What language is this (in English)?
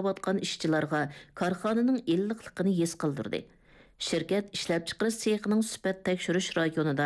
Uyghur